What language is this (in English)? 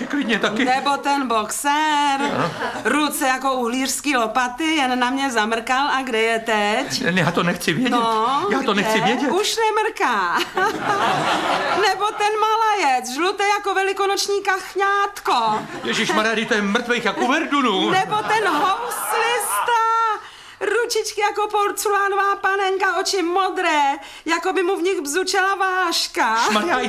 Czech